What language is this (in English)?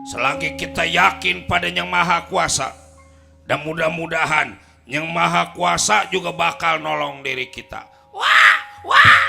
Betawi